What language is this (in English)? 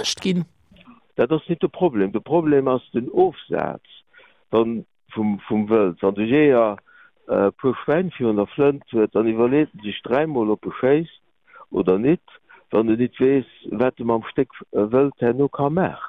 Luxembourgish